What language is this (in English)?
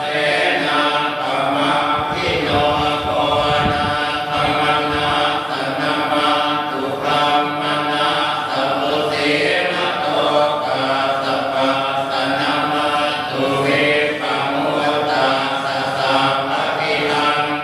Pali